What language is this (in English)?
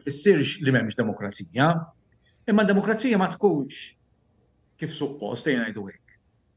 Maltese